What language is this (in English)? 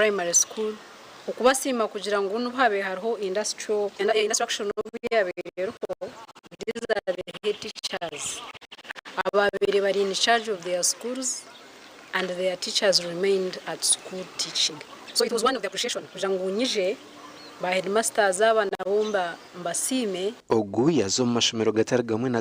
Nyankole